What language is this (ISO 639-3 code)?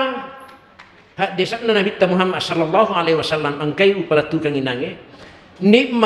bug